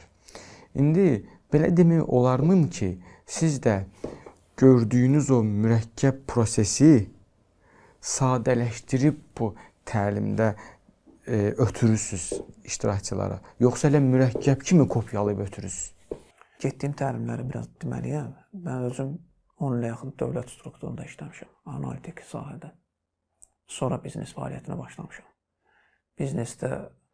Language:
Azerbaijani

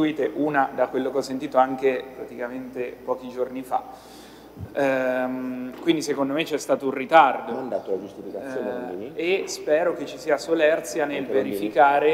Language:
Italian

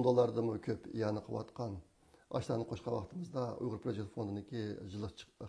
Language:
Uyghur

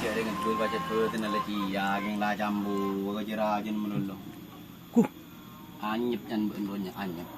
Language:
Madurese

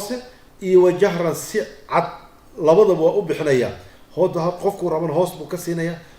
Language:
Somali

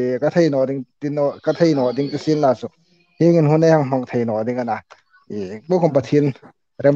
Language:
Hmar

